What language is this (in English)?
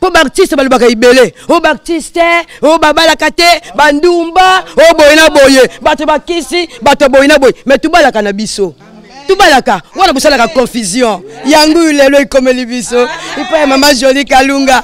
Lingala